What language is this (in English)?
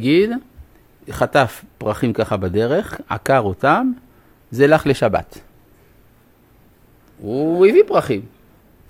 Hebrew